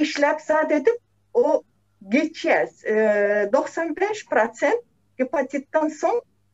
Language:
Turkmen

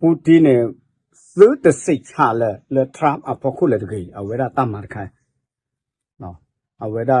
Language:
S'gaw Karen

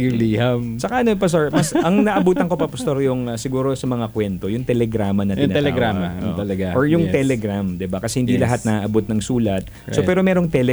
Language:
Filipino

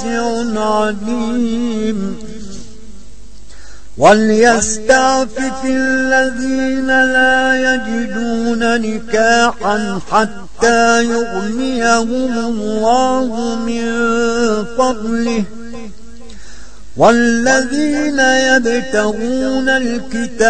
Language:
Arabic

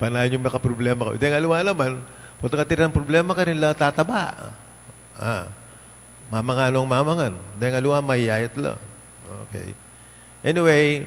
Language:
Pampanga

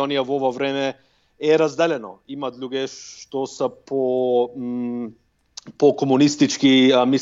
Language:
Macedonian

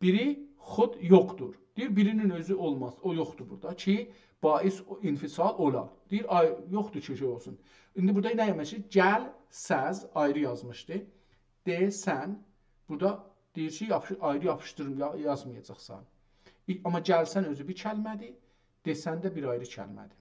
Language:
South Azerbaijani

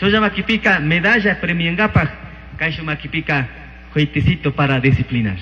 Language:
Chimborazo Highland Quichua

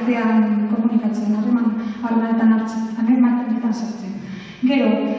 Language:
Basque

